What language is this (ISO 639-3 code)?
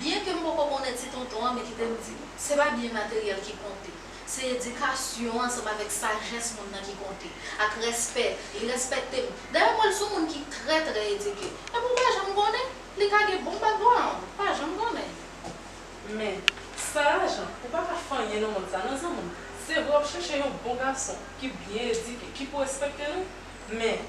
hat